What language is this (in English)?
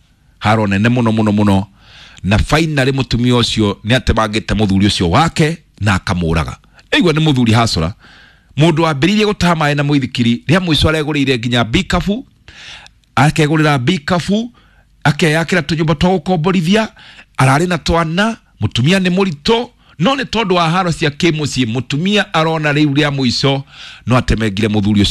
Kikuyu